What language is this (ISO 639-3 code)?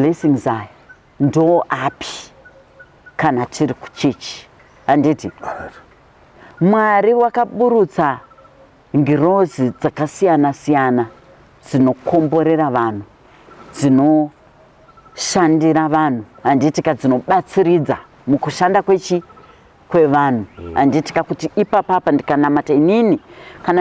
sna